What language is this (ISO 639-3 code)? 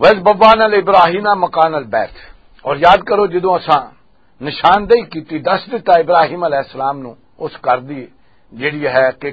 lah